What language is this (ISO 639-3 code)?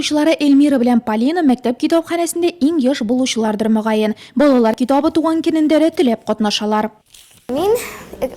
tat